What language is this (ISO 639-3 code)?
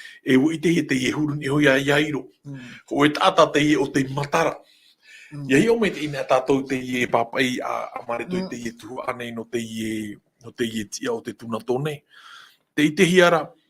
tah